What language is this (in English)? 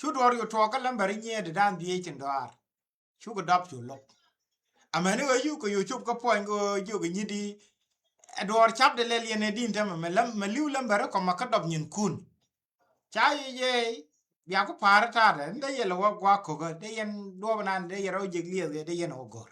Nuer